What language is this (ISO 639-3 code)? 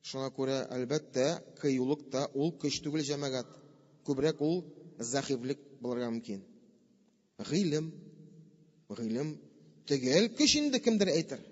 tat